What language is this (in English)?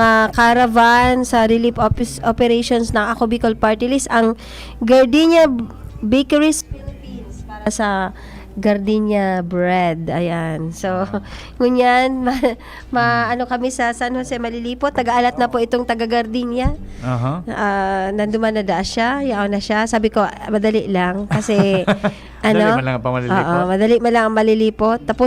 Bikol